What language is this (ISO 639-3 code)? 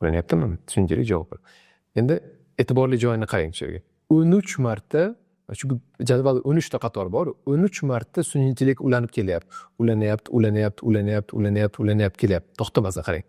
uzb